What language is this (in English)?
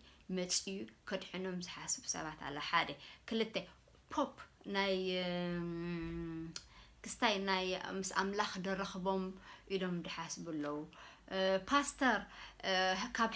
Tigrinya